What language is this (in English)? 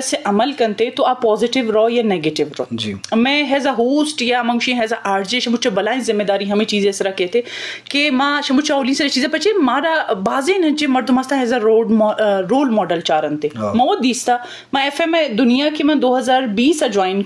Eastern Balochi